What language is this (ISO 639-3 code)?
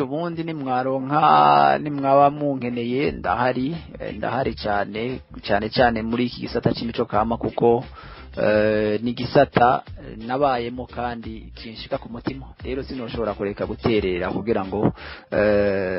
run